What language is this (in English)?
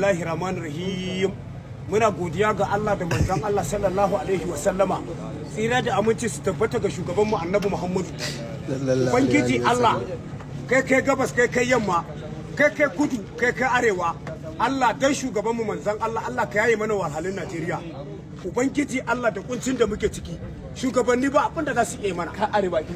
Hausa